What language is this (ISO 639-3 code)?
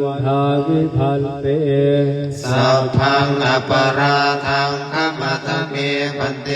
pli